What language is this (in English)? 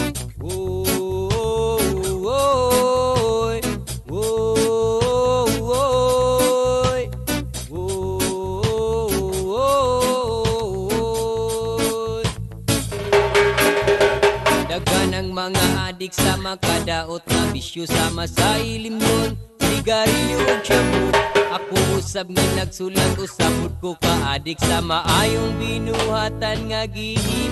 Cebuano